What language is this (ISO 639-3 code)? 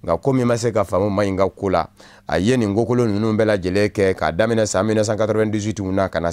bam